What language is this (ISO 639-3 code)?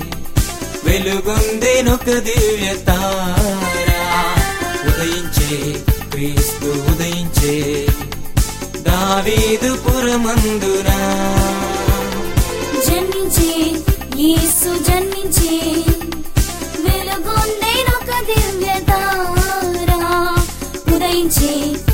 tel